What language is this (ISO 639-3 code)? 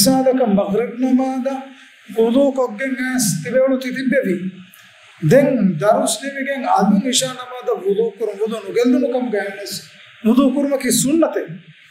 div